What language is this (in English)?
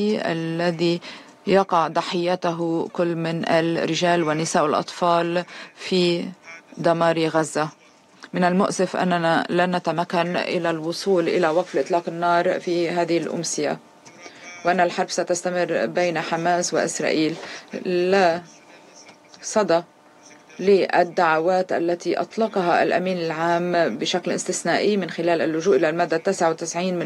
Arabic